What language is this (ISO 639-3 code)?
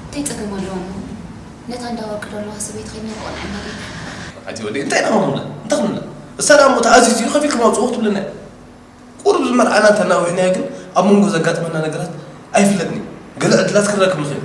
tir